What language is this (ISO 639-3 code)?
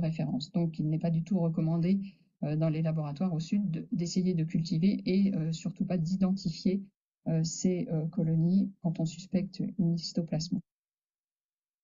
fra